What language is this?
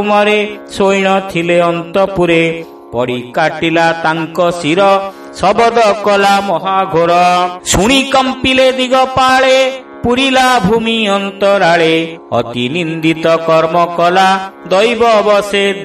Odia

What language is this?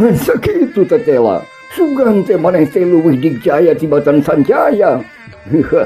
Sundanese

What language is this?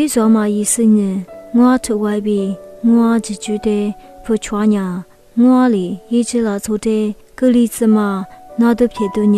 Lisu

